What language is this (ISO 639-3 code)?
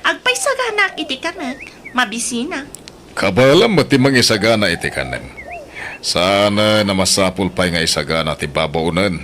ilo